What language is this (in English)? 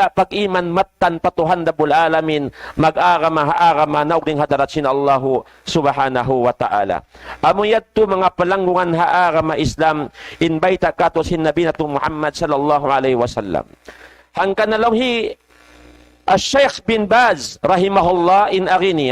Tausug